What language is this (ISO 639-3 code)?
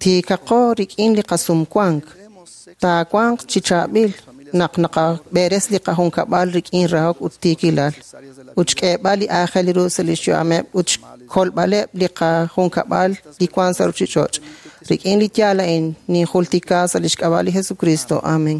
kek